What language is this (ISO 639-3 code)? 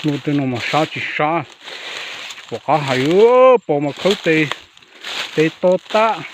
hmn